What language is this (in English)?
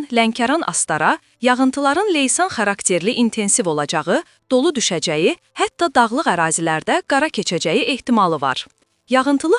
Azerbaijani